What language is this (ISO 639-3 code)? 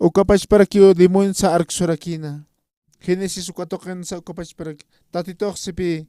aym